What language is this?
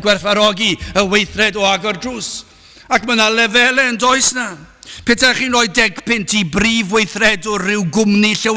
Welsh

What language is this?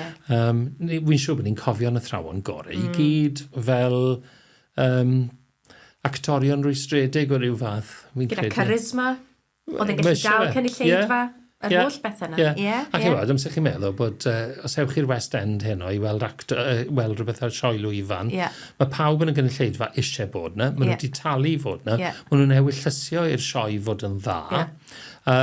Welsh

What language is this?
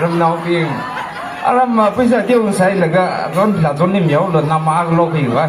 Tangkhul Naga (India)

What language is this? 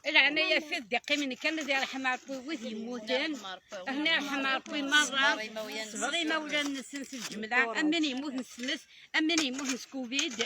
Kabyle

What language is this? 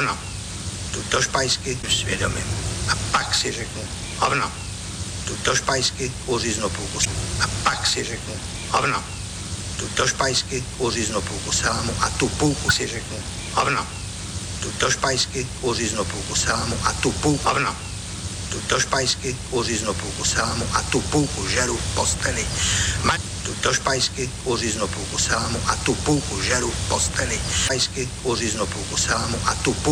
Czech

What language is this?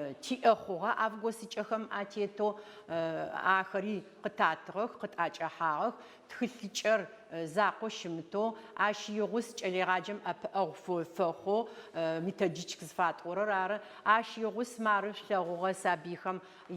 Adyghe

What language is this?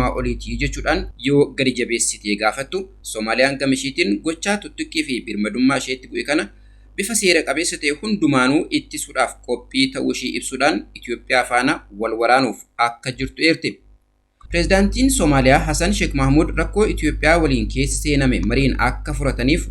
Oromo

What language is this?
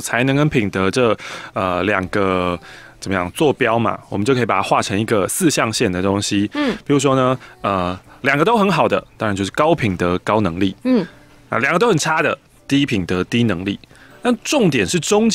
Chinese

